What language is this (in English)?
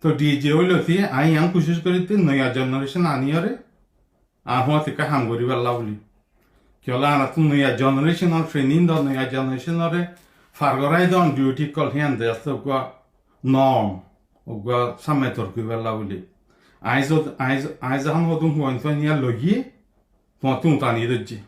Rohingya